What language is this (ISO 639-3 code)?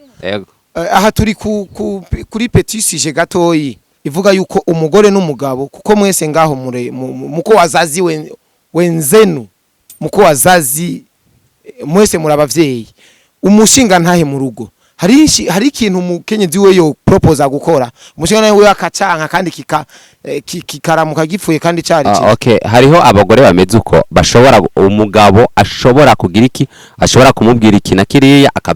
run